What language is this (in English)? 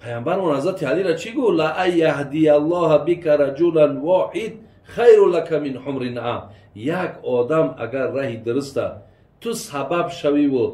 Tajik